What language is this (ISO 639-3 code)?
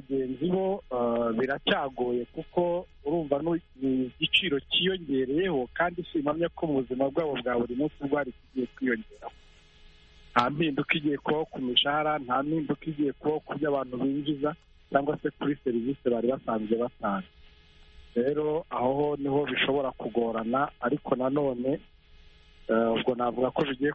kin